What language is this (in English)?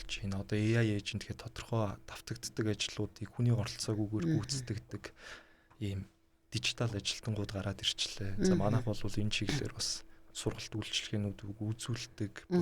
Mongolian